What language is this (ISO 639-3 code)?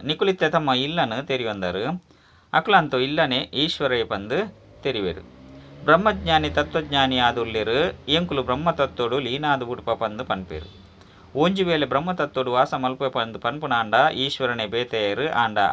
tcy